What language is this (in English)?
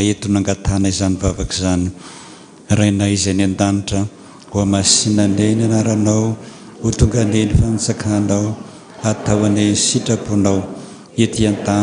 Malagasy